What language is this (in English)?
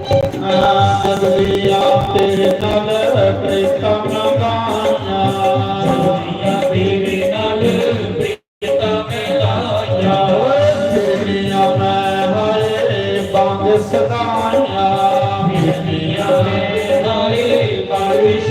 Dogri